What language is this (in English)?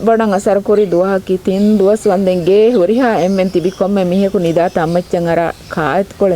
Divehi